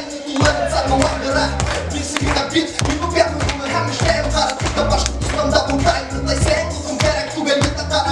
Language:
Bashkir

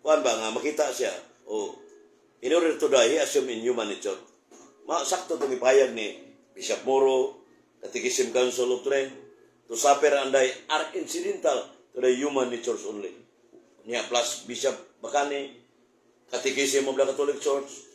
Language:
Cebuano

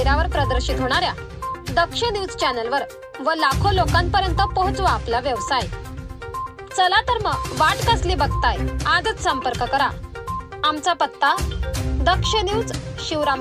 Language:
Marathi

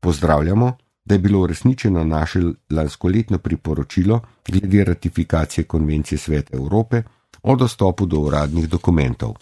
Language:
Slovenian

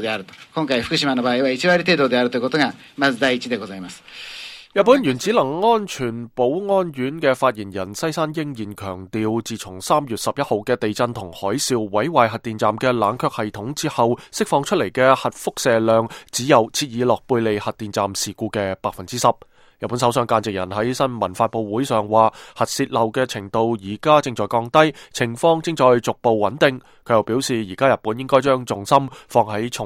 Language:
Cantonese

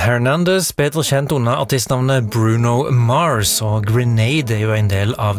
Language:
Norwegian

